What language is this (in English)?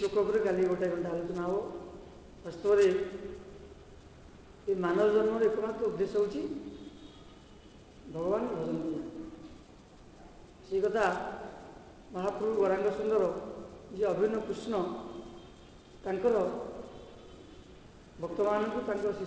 Odia